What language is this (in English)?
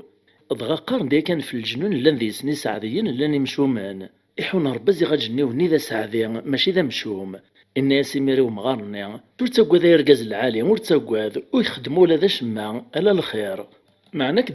Kabyle